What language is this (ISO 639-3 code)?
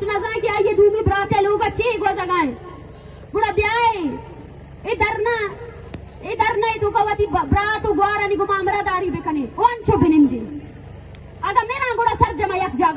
bgp